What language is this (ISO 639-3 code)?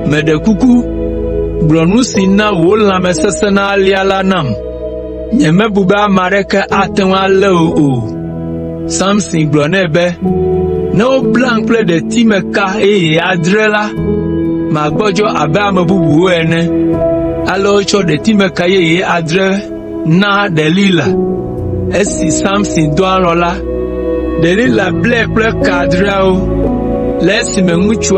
ewe